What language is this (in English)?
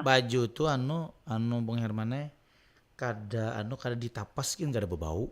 Banjar